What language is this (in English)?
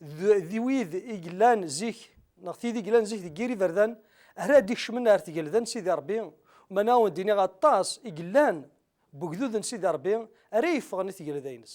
Kabyle